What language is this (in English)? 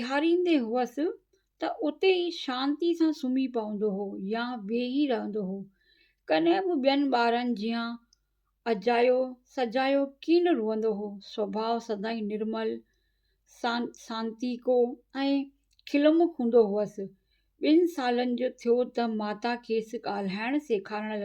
Sindhi